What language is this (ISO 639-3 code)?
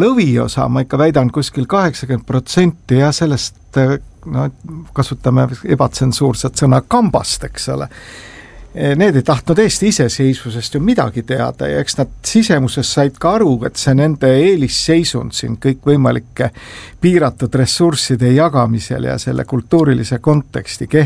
est